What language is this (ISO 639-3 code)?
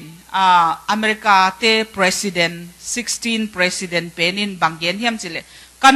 ctd